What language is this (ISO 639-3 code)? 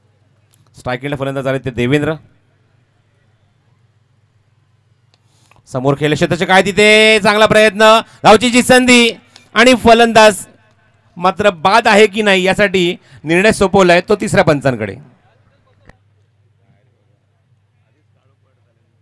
mar